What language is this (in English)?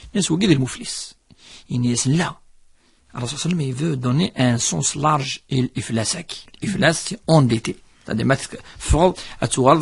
Kabyle